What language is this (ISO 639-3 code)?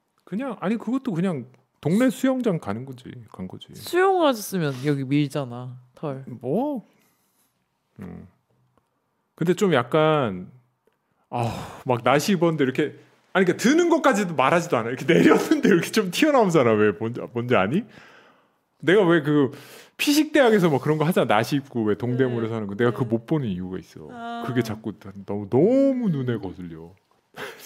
kor